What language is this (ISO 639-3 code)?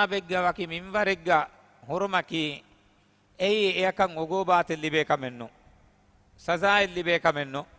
div